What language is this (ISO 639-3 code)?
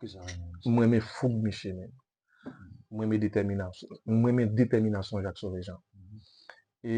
hat